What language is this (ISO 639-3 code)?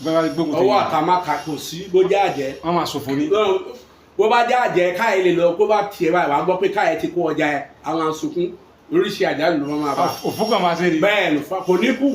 yor